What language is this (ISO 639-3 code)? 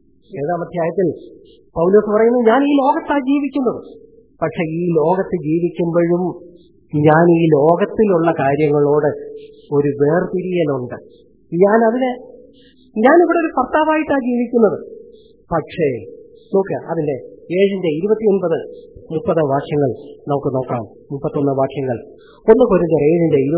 mal